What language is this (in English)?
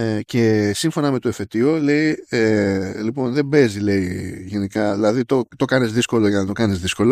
Greek